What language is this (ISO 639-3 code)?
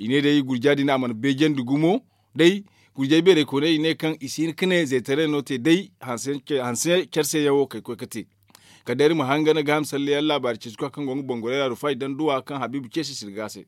dje